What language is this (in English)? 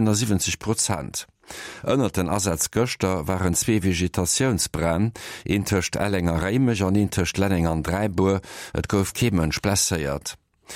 Luxembourgish